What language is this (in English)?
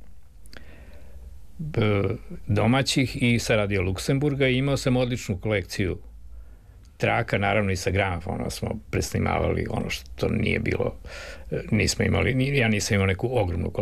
Serbian